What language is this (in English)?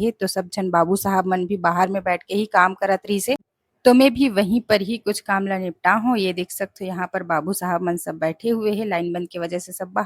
Chhattisgarhi